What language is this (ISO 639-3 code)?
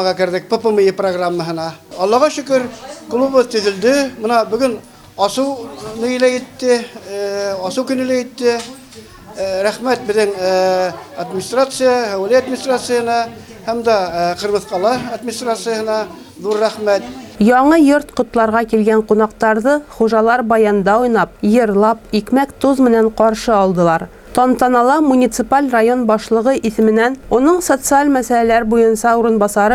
bak